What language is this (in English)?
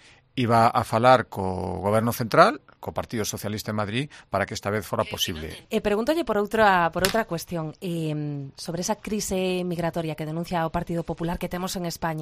Galician